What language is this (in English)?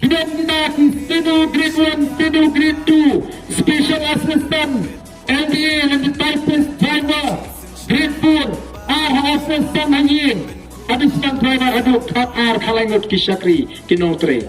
Khasi